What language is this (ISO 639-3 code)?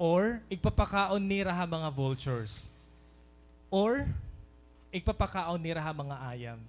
war